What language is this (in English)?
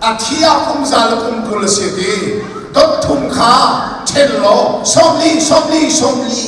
Hakha Chin